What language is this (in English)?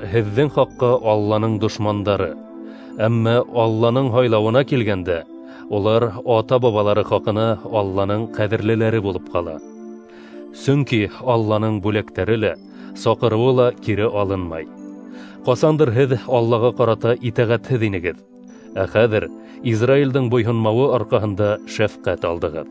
Bashkir